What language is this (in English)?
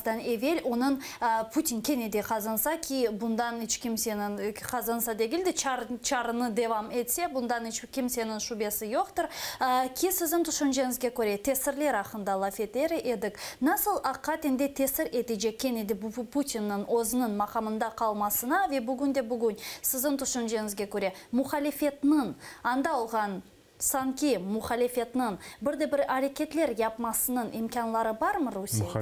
Crimean Tatar